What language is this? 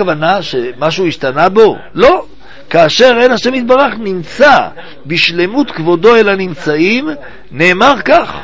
Hebrew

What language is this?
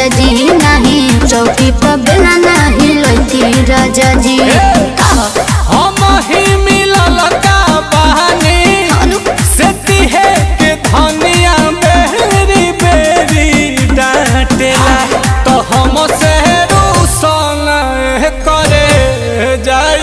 Bhojpuri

